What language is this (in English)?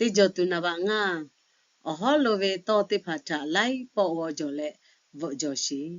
Lahu